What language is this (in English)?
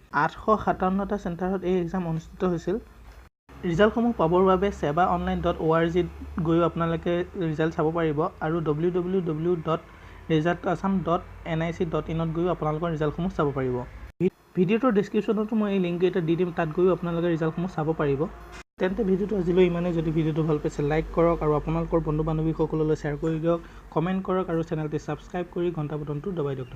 Assamese